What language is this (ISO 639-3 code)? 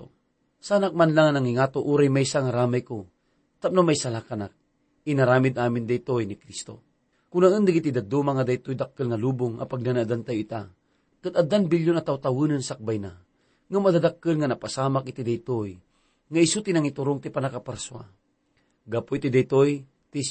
ilo